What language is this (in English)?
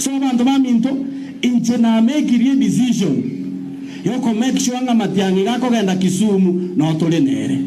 Gusii